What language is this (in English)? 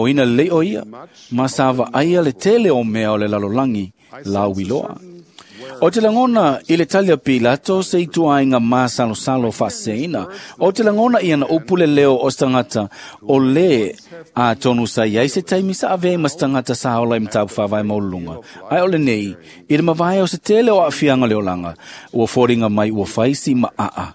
Samoan